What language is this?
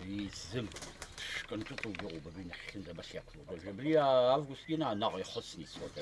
Abkhazian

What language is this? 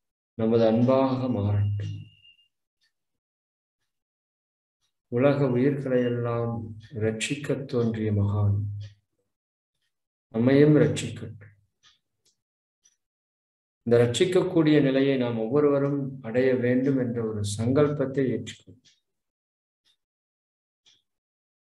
Tamil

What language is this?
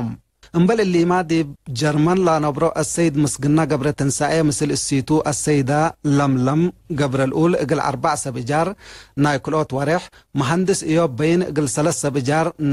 Tigre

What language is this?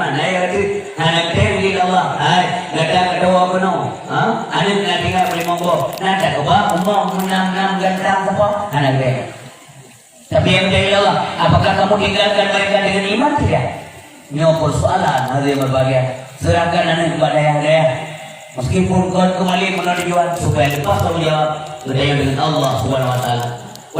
Achinese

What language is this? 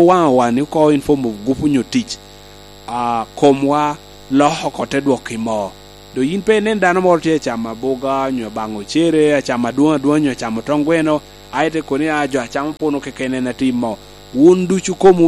Lango (Uganda)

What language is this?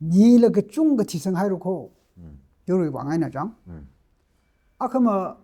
Tangkhul Naga (India)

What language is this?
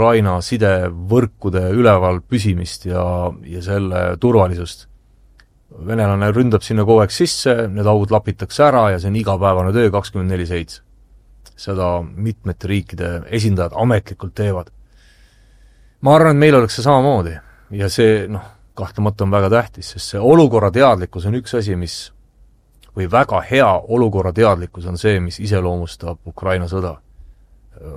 Estonian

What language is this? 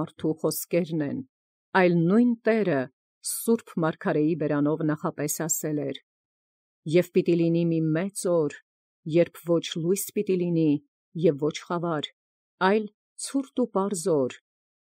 Armenian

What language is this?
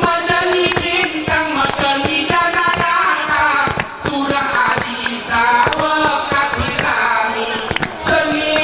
Gayo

